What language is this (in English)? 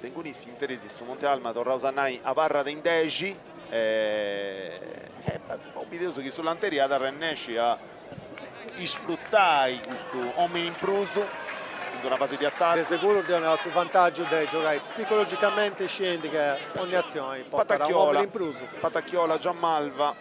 Sardinian